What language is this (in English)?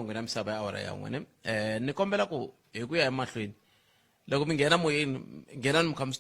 Tsonga